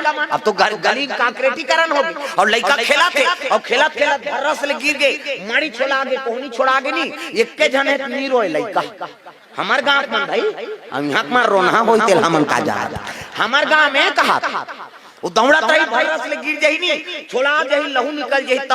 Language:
Chhattisgarhi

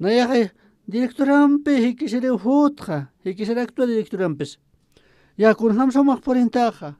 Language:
Aymara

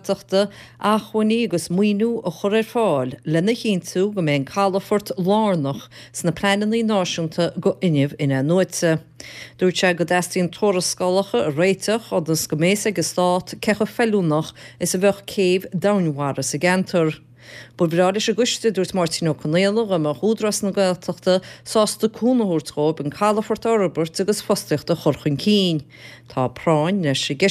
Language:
Irish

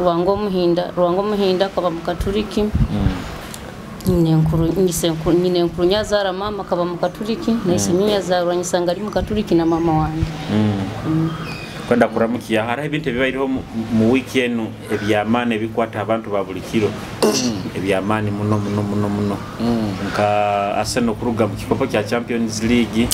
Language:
Nyoro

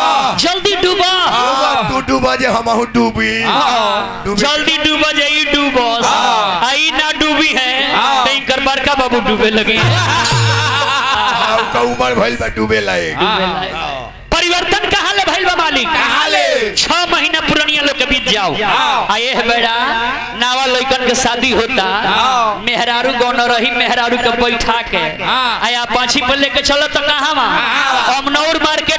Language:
Bhojpuri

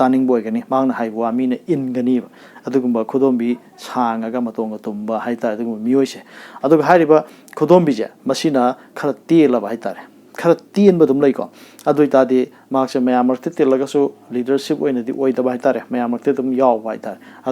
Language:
Manipuri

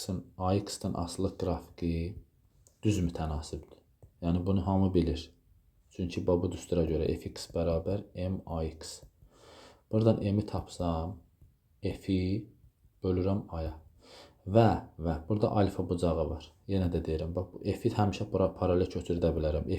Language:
Azerbaijani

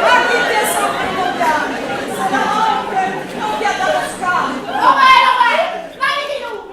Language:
Neapolitan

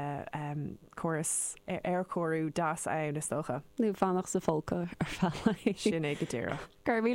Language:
Irish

